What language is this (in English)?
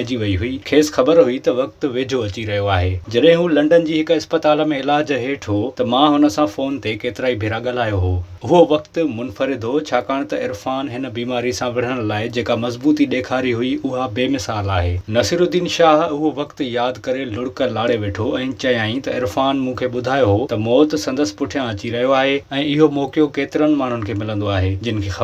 Sindhi